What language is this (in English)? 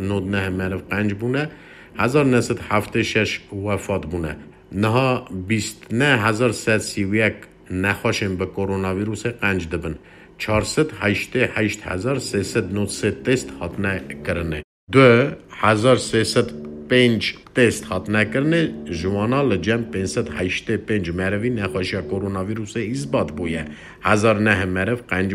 Kurdish